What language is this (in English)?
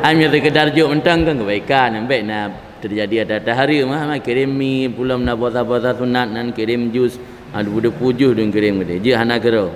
Achinese